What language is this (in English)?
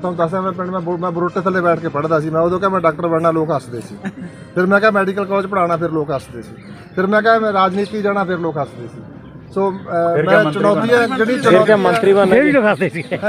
Punjabi